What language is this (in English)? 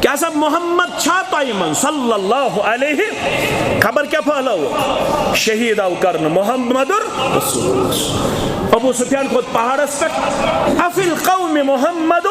Kashmiri